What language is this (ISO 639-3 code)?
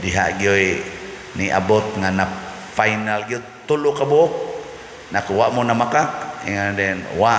ceb